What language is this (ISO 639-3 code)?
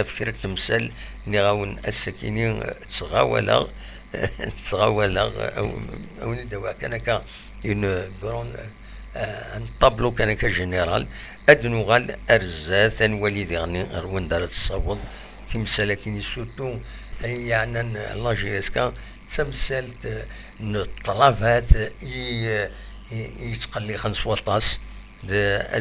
kab